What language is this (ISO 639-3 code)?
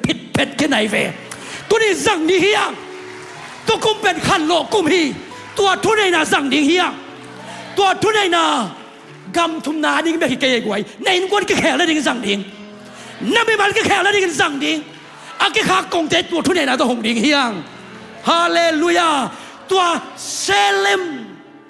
ctd